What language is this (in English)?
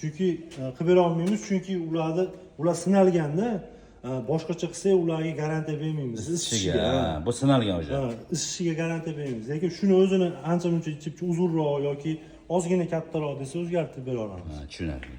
Uzbek